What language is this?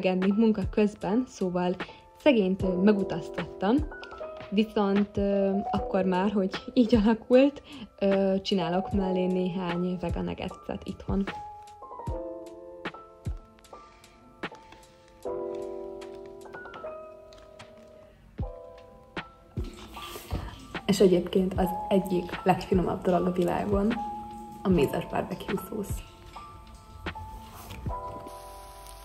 Hungarian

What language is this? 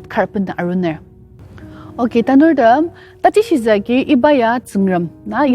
Ao Naga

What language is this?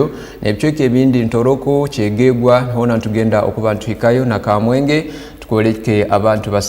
Tooro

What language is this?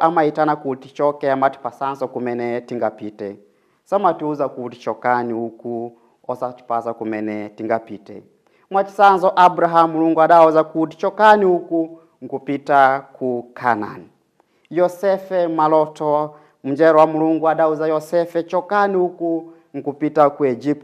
Nyanja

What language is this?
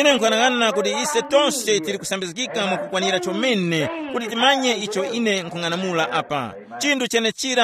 Tumbuka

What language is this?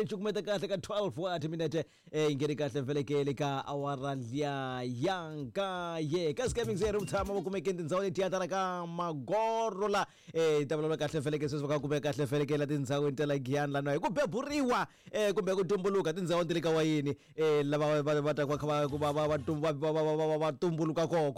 Tsonga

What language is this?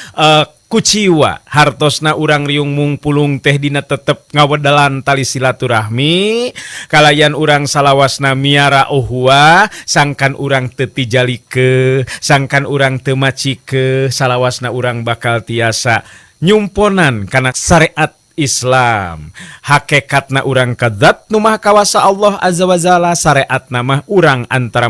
Sundanese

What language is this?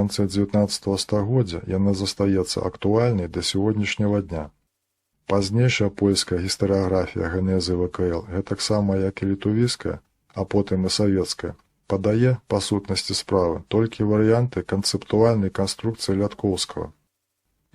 Belarusian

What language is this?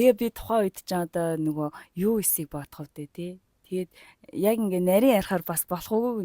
Mongolian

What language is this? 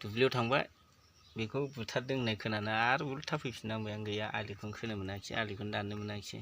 Bodo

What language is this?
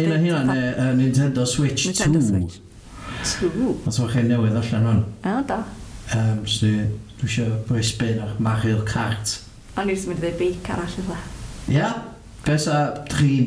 Welsh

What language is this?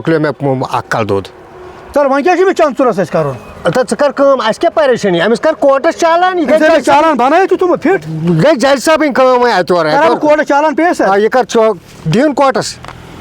Kashmiri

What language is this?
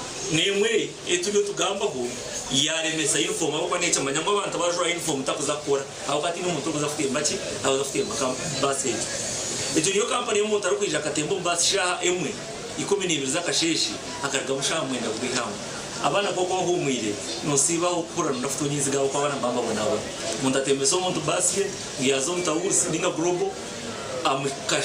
Nyankole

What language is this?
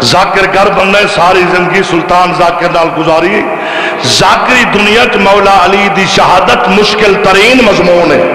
Saraiki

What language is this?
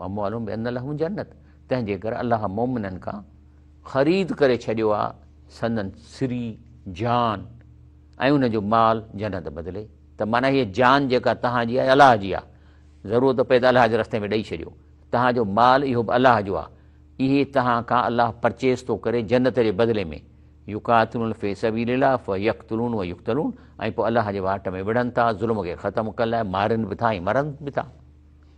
Sindhi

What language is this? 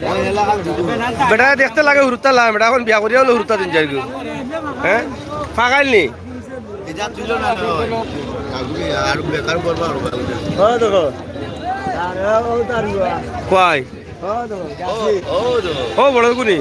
Sylheti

